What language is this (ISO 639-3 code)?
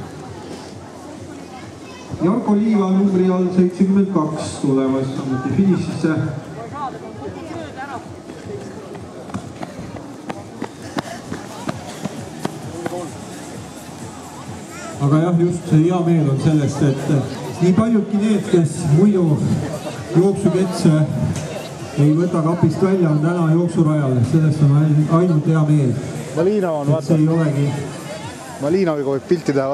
est